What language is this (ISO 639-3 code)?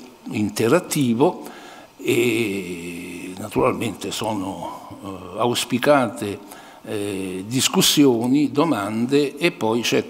ita